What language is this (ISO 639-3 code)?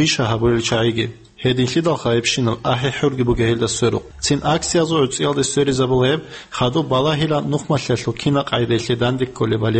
ava